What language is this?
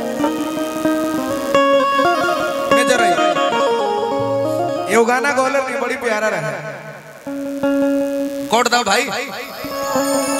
Bhojpuri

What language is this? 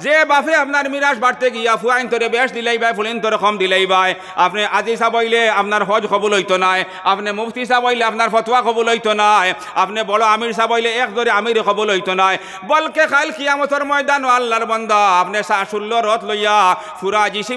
Sylheti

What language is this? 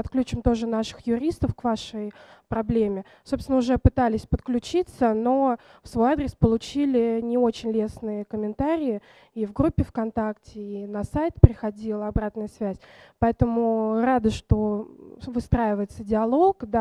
Russian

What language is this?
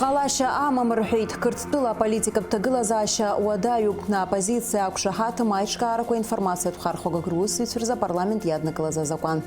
Abkhazian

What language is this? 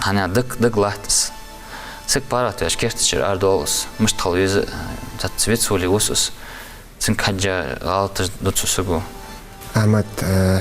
Ingush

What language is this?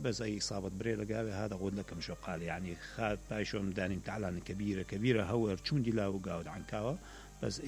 Mesopotamian Arabic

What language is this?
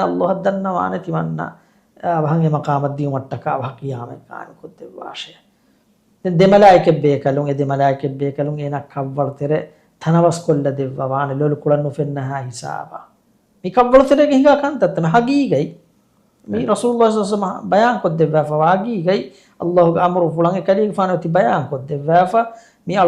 Divehi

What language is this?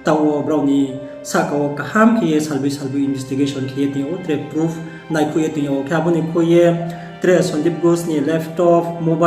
Riang (India)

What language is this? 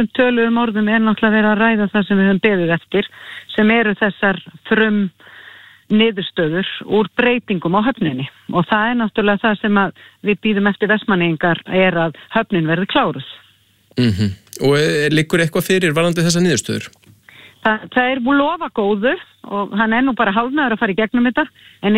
Icelandic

